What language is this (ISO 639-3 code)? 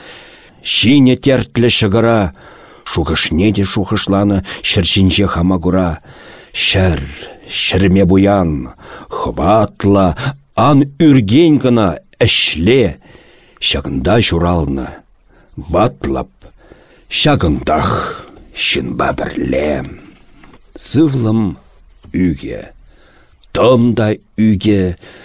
chv